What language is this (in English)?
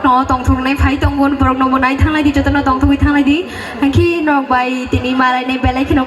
Kok Borok